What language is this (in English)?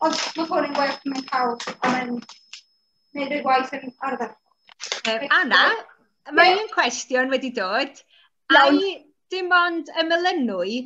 Welsh